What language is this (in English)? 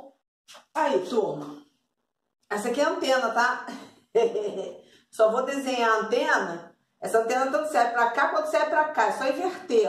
Portuguese